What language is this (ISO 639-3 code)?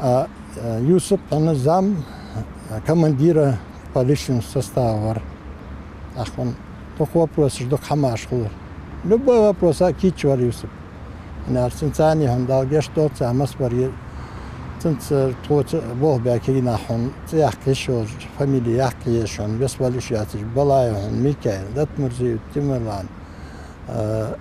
inh